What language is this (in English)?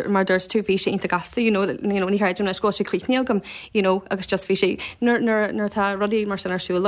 Irish